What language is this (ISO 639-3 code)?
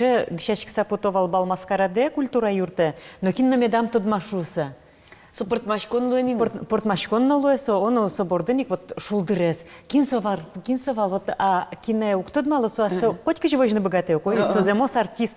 udm